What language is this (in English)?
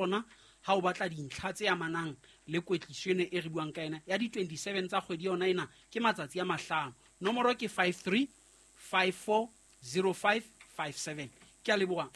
Southern Sotho